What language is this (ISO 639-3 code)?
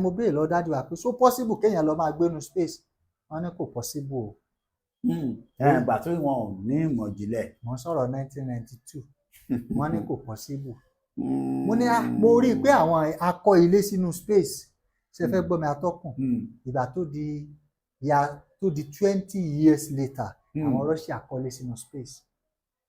yor